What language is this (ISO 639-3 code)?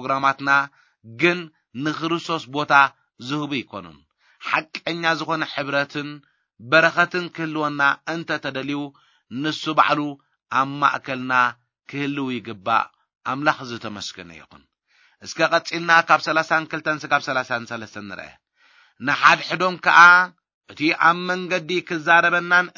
tir